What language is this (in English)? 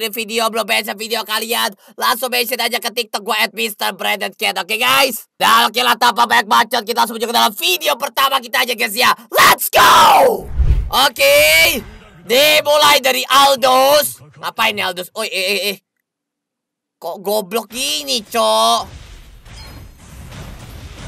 Indonesian